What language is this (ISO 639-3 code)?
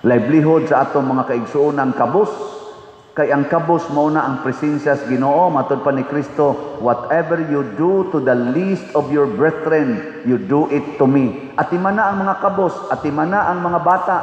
ceb